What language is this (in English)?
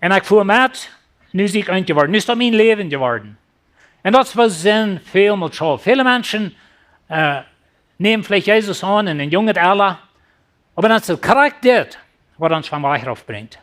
Plautdietsch